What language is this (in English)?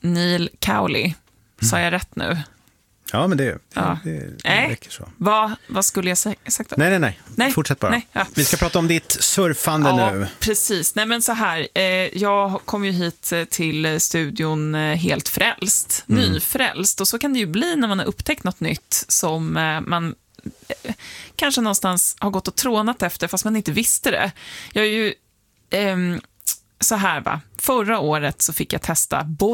Swedish